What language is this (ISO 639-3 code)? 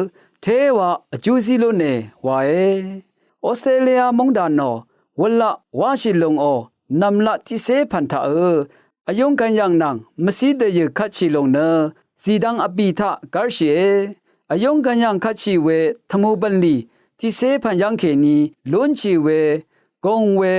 raw